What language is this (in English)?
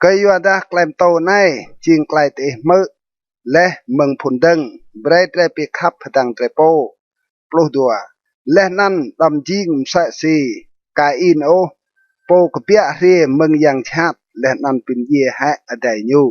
Rade